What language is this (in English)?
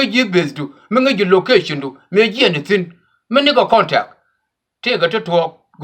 Nuer